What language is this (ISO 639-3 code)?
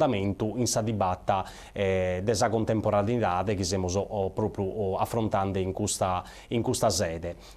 srd